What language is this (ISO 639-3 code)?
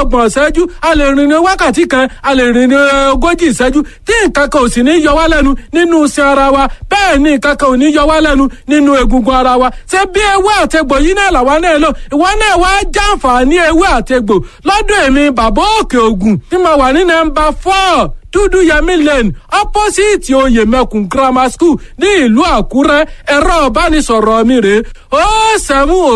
yor